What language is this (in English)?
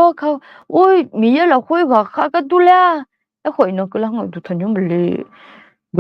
Akha